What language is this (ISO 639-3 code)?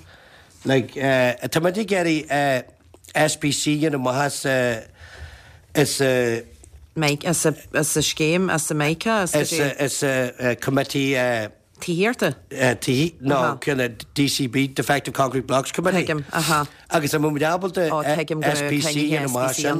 gle